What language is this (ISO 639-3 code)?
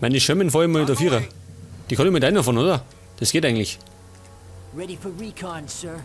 bar